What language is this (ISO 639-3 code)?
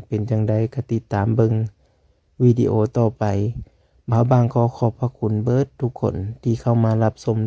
lao